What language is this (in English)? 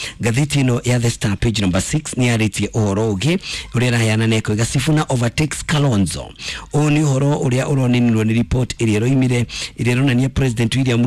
Kikuyu